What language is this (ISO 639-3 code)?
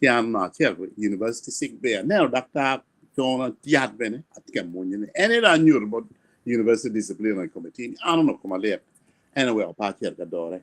ach